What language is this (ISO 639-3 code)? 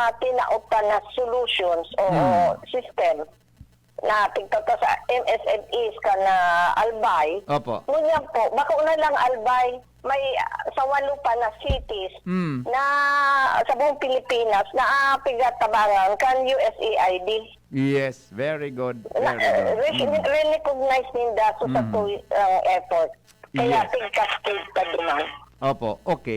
bik